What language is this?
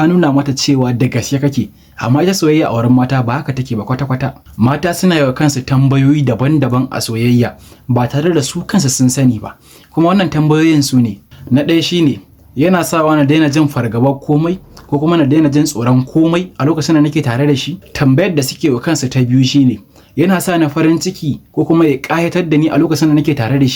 Hausa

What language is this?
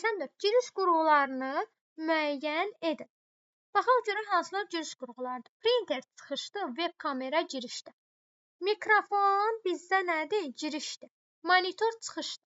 Azerbaijani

